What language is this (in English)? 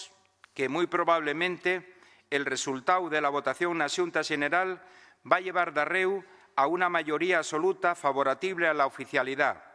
Asturian